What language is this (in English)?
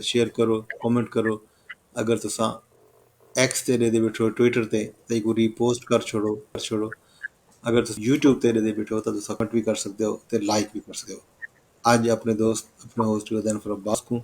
Saraiki